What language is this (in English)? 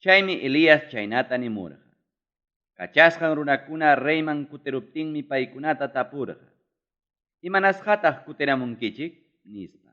Ayacucho Quechua